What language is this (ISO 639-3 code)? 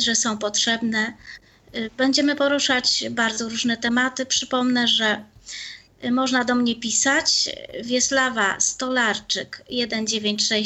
pol